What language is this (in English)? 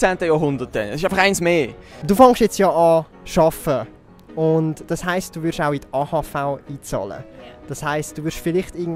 Swiss German